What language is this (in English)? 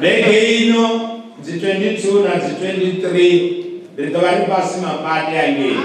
Venda